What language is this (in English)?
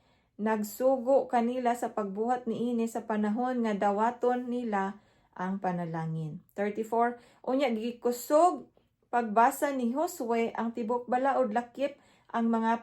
Cebuano